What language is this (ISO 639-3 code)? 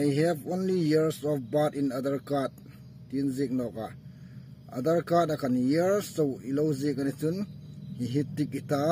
hmr